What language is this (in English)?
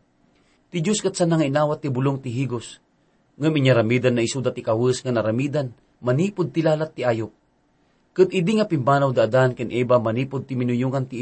Iloko